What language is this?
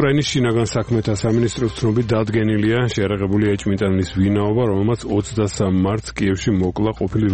Georgian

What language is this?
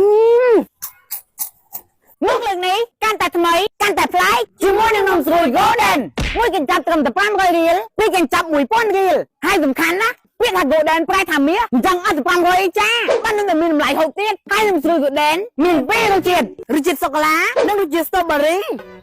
Khmer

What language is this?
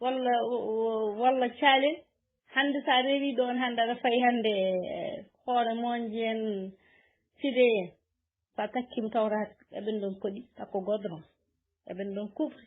Fula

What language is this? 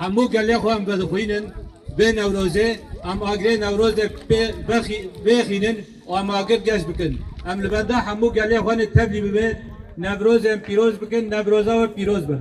Kurdish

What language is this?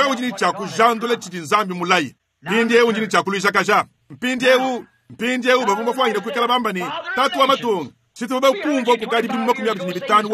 Luba-Lulua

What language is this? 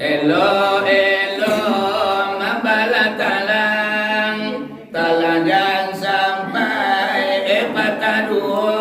Minangkabau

